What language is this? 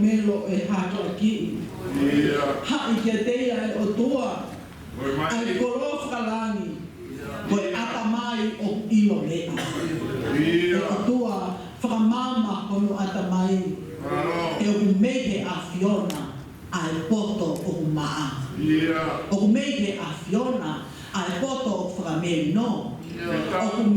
Tongan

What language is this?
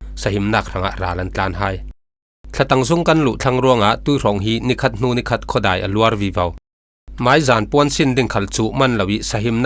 Falam Chin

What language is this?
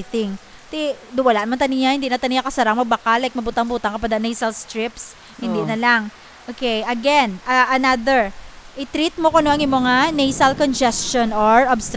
Hiligaynon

